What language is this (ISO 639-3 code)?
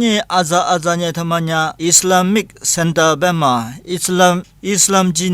lis